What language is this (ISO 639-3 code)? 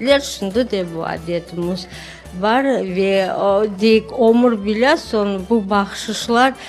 crh